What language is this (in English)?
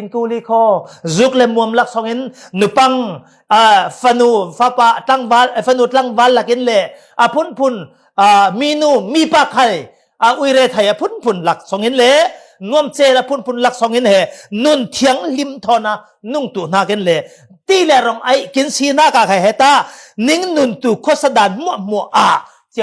Falam Chin